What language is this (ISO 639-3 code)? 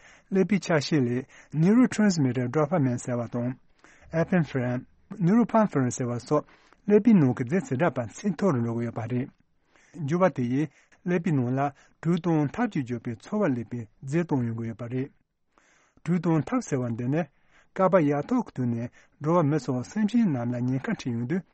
bod